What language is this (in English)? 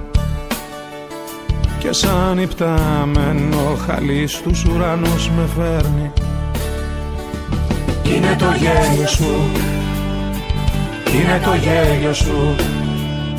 Greek